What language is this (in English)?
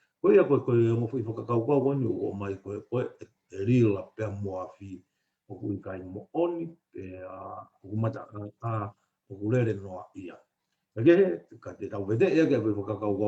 Tongan